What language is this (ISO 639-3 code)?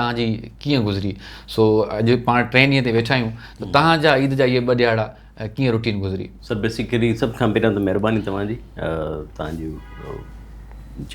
snd